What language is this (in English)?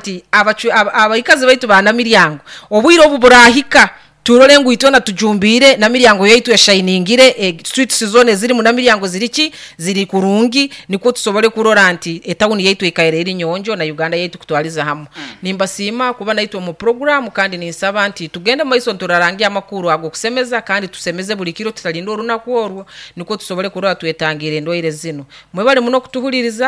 Nyoro